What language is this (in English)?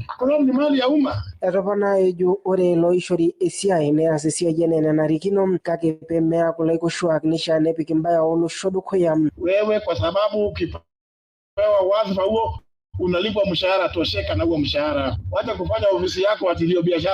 Masai